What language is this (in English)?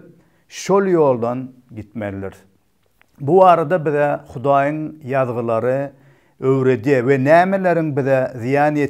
Turkmen